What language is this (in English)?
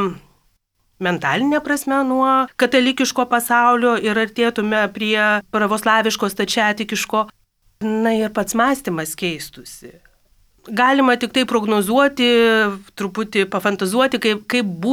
Lithuanian